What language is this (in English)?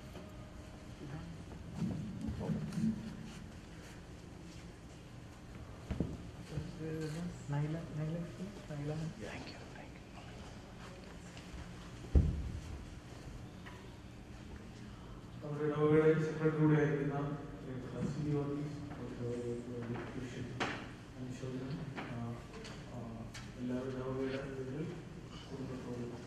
Malayalam